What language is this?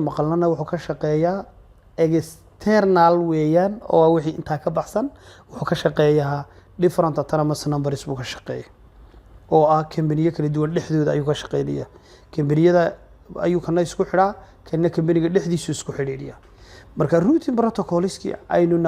Somali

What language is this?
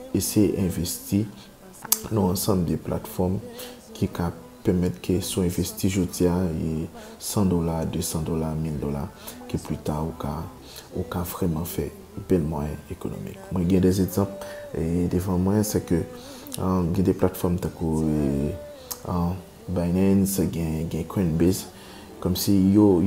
Haitian Creole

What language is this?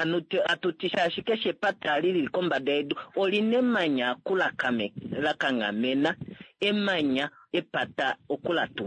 Kuanyama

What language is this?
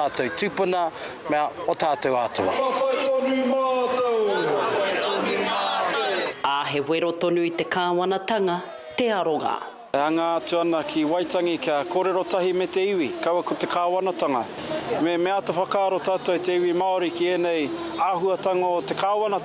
Māori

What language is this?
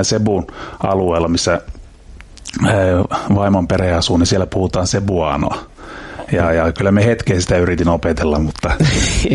Finnish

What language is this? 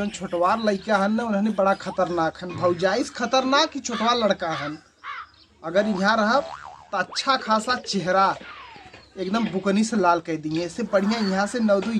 Awadhi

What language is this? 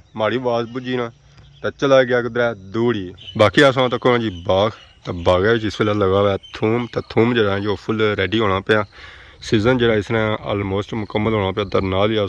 Pahari-Potwari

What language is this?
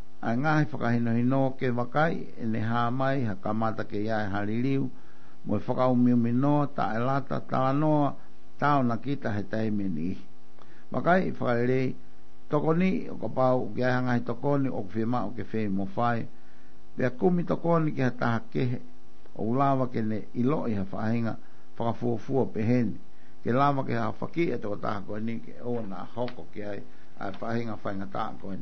Tongan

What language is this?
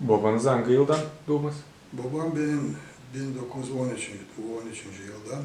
Gagauz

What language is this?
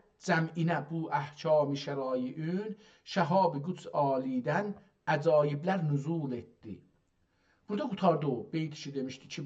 South Azerbaijani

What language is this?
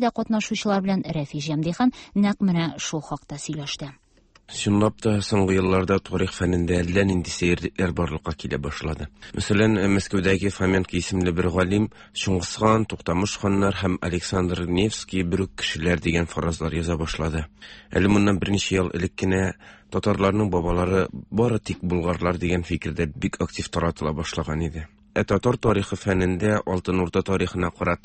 Tatar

